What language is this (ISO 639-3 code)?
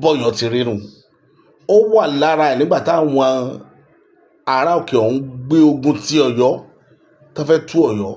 yor